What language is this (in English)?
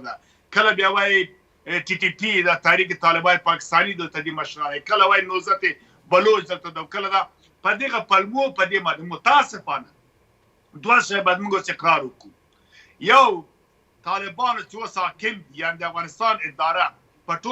Pashto